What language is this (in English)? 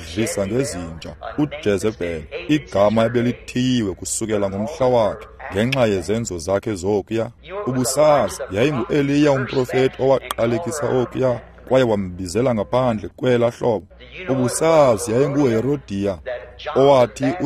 Xhosa